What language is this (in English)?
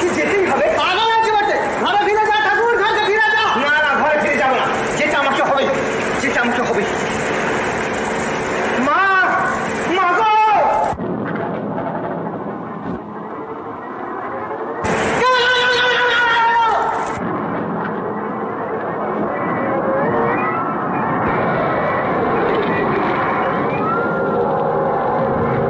Bangla